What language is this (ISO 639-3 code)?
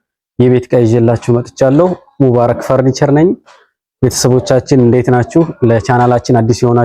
amh